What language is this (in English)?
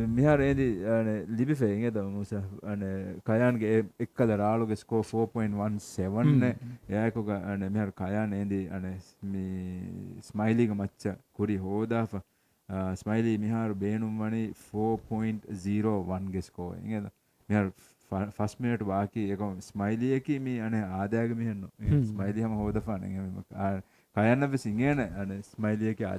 Divehi